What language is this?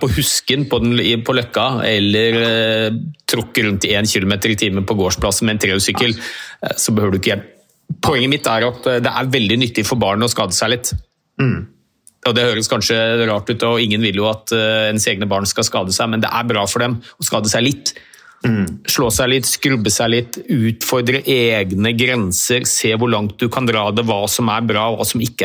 Norwegian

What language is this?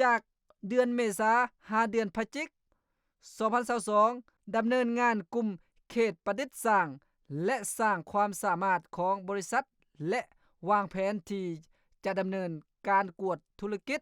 Lao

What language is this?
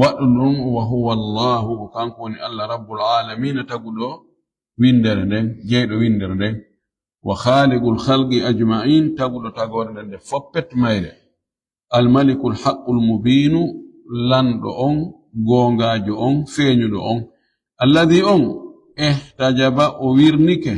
Fula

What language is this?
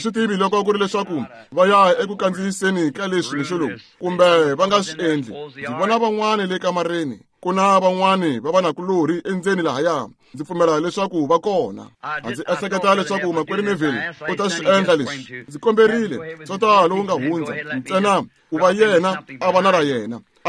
Tsonga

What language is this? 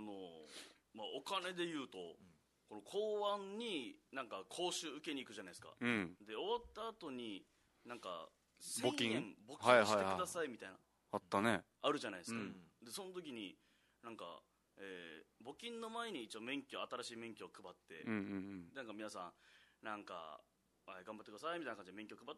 Japanese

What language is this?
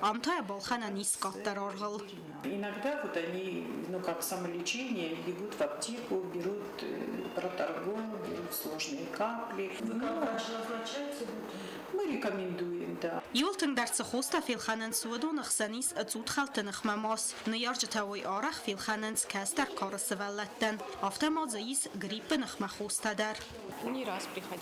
Ossetic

